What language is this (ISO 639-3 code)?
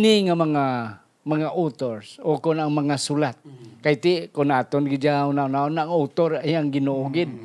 hil